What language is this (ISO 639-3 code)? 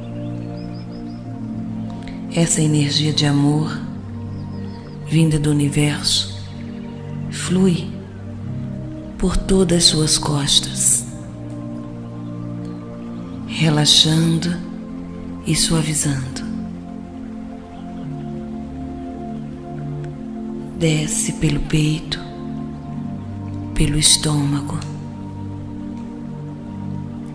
por